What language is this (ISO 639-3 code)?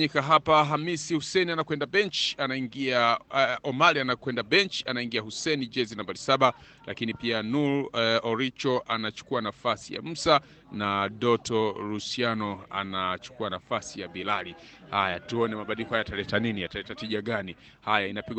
swa